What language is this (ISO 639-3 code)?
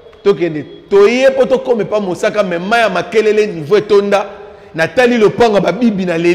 lin